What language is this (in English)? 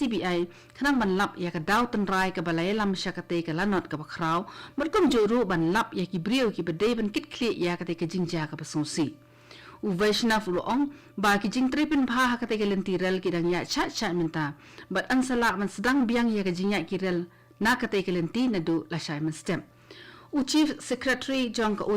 Khasi